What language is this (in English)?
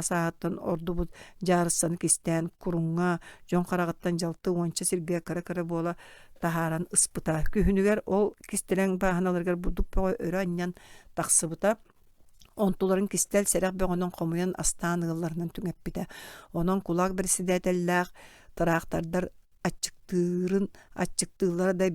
Yakut